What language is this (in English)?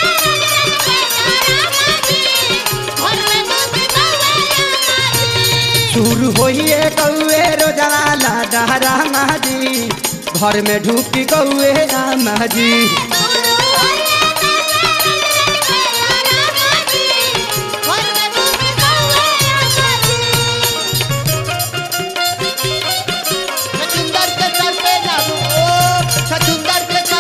Bhojpuri